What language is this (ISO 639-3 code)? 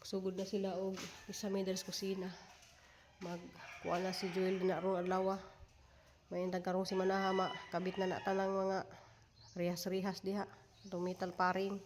ceb